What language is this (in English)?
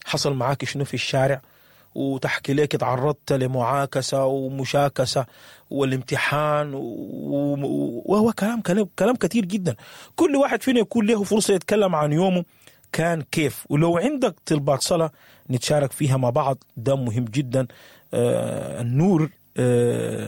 Sudanese Arabic